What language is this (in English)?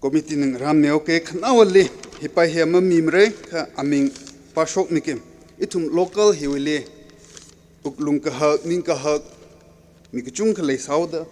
Tangkhul Naga (India)